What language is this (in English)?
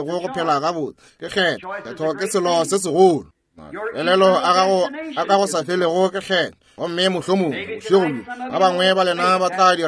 Northern Sotho